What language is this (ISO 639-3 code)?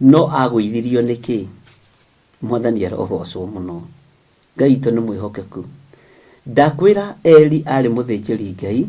kik